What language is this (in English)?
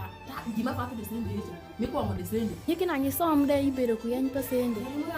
Alur